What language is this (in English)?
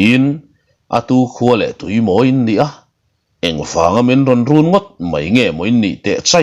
Mizo